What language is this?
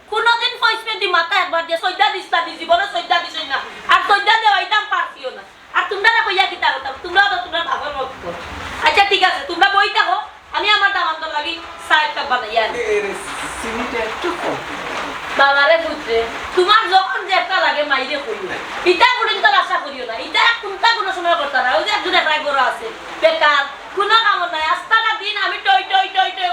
Sylheti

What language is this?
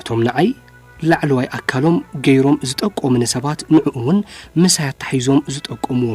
Tigrinya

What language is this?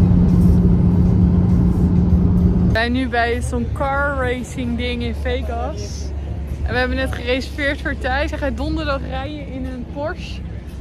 Dutch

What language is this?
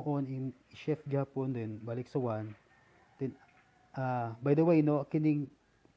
Cebuano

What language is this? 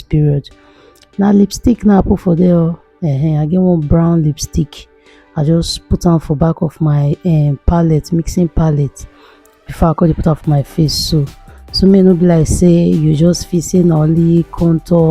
Nigerian Pidgin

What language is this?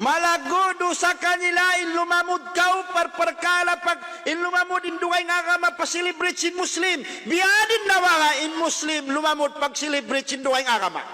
Tausug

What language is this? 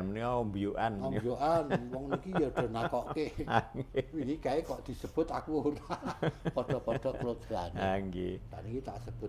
Javanese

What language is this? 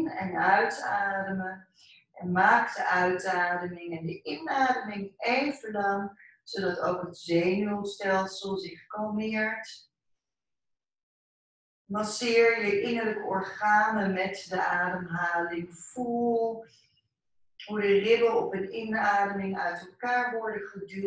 Dutch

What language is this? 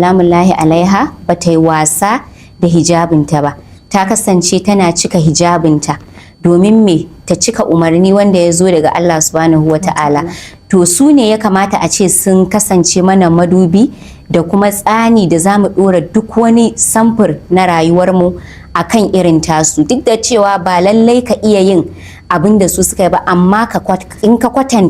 Hausa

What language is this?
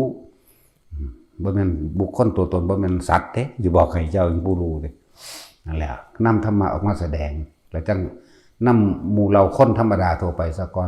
Northeastern Thai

